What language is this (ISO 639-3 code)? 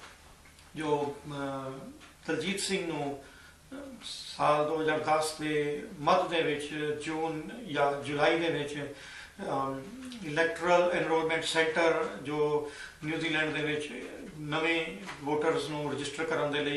pan